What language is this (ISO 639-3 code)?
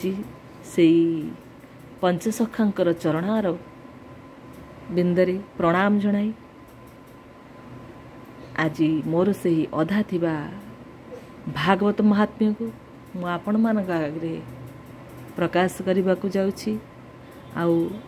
ori